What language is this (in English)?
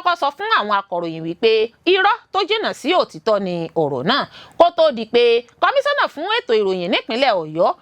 Yoruba